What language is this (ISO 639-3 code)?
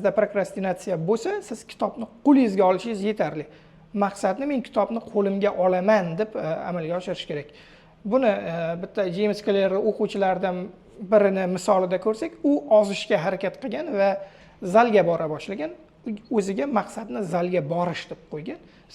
uzb